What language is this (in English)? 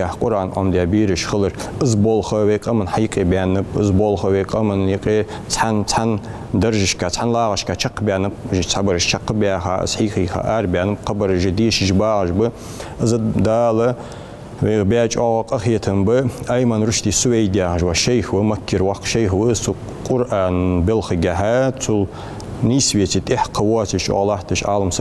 Ingush